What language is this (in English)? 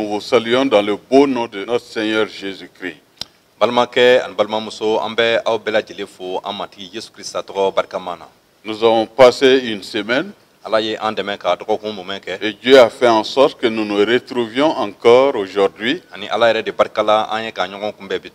Bambara